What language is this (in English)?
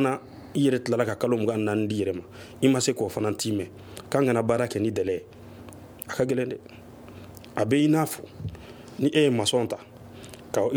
Bambara